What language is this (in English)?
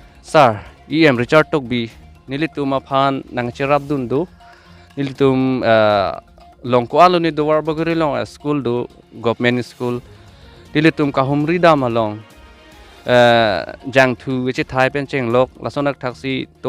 Karbi